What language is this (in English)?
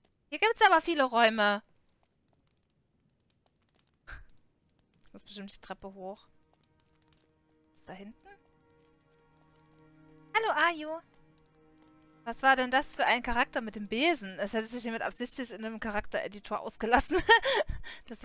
German